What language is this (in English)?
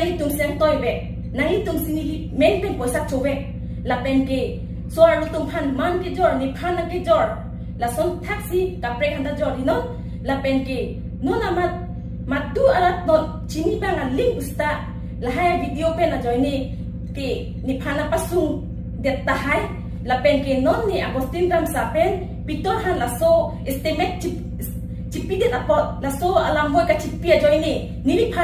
Karbi